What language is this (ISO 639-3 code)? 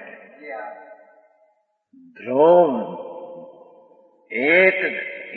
guj